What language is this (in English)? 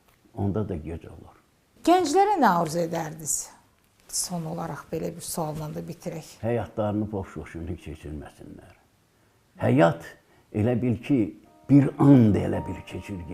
Azerbaijani